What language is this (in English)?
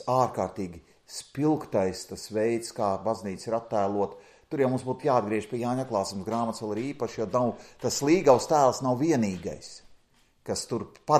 Latvian